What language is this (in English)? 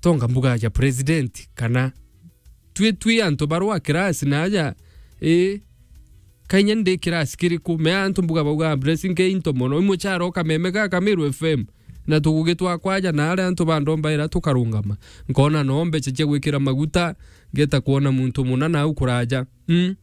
Meru